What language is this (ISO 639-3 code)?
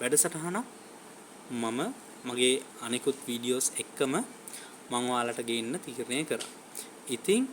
sin